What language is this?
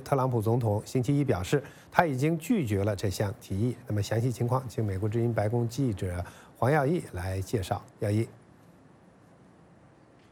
Chinese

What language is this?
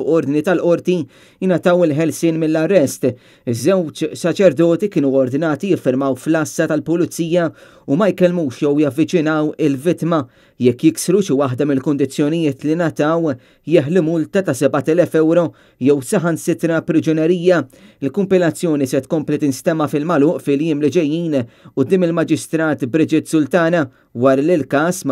Maltese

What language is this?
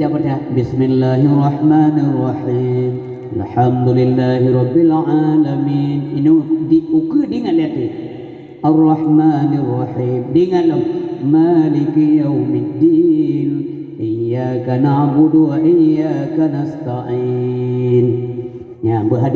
Achinese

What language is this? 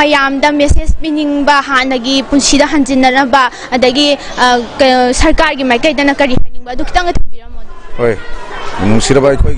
Manipuri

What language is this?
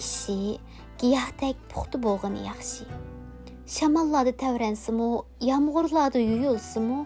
Uyghur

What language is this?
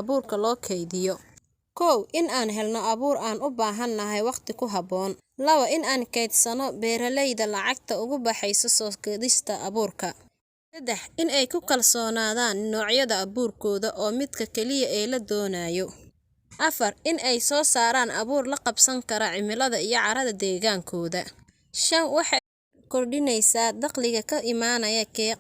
Somali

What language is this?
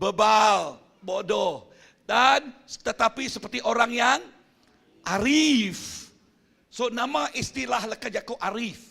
Iban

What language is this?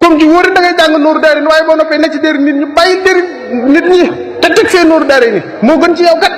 Wolof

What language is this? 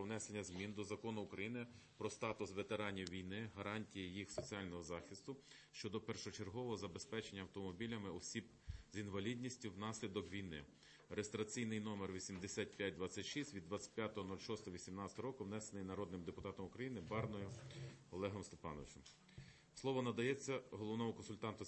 Ukrainian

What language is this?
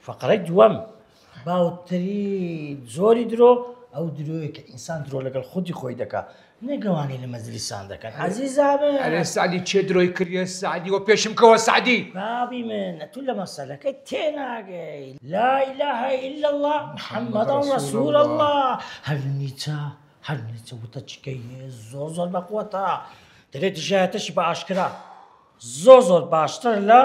Central Kurdish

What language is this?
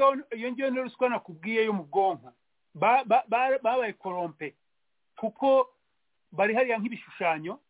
Kinyarwanda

